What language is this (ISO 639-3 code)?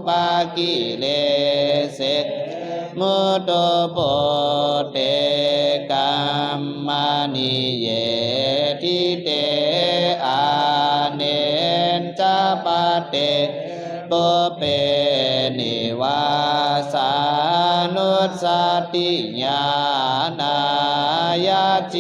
pli